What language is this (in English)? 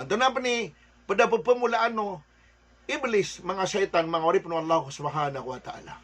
Maranao